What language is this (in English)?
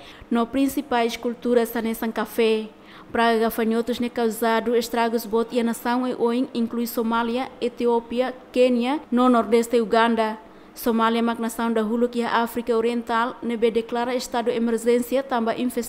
Tetum